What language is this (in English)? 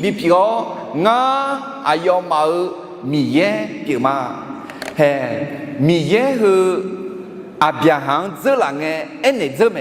Akha